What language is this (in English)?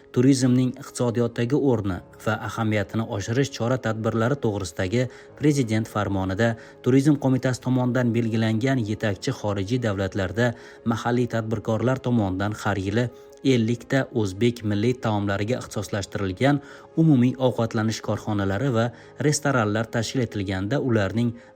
Uzbek